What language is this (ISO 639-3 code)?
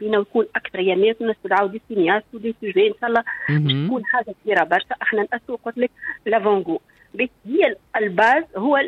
aeb